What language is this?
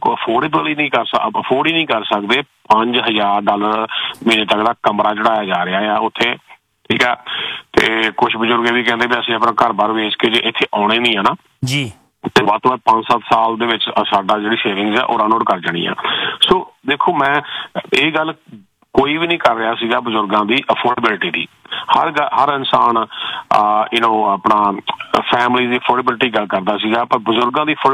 Punjabi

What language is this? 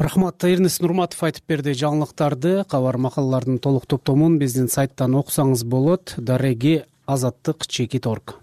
Kyrgyz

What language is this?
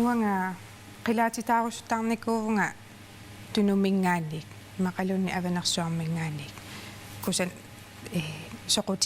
Kalaallisut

